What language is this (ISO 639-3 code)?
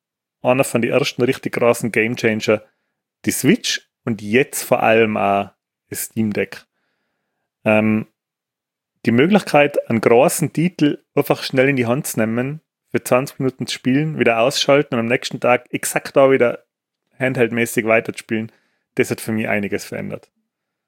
deu